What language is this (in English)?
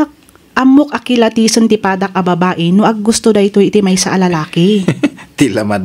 Iloko